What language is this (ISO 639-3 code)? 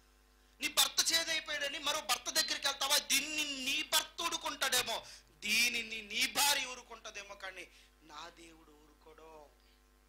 tel